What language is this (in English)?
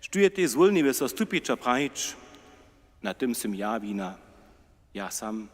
Upper Sorbian